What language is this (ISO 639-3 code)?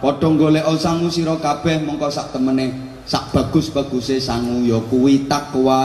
jav